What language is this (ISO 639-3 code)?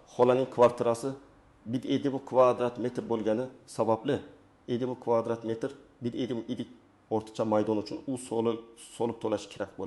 uzb